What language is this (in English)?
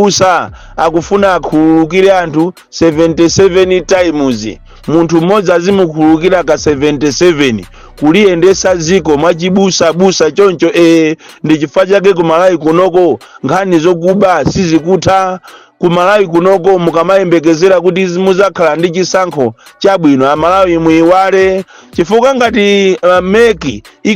Nyanja